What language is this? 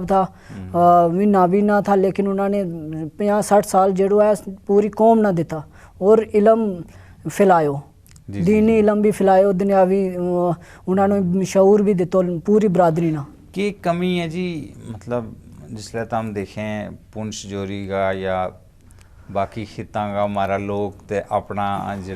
Gujari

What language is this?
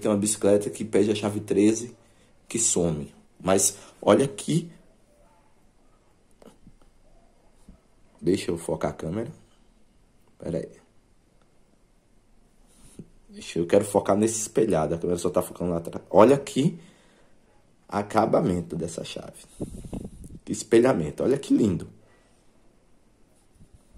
Portuguese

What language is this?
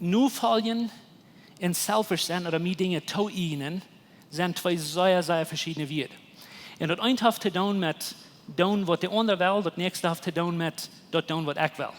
Plautdietsch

